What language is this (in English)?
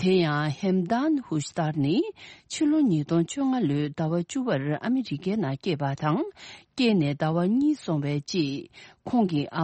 Tibetan